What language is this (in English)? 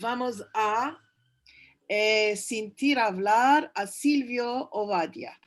Ladino